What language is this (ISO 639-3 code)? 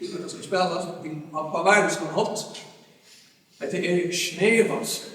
fao